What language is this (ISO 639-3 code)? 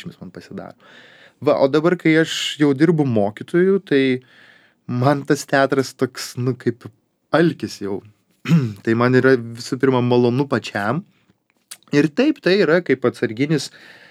lit